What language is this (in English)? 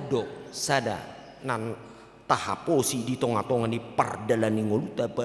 Batak Toba